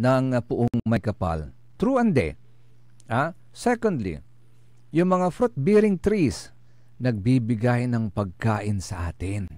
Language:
Pangasinan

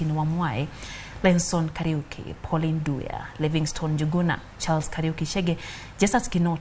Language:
Luo (Kenya and Tanzania)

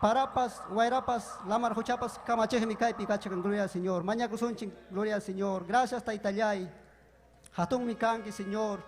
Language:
Ayacucho Quechua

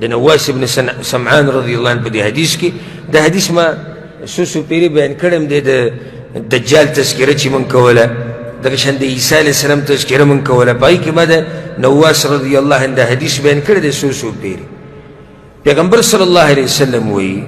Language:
Pashto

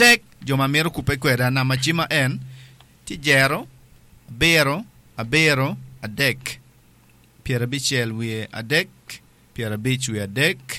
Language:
Acoli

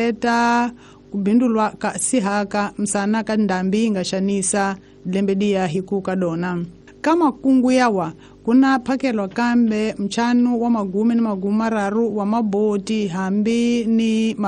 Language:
Tsonga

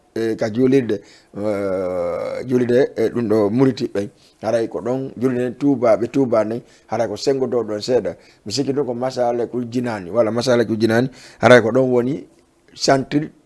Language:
Fula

